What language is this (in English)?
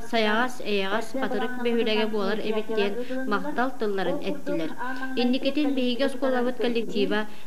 Yakut